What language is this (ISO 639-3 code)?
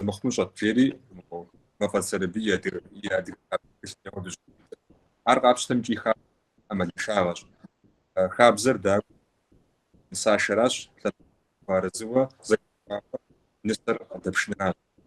kbd